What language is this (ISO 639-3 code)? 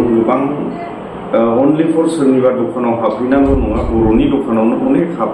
brx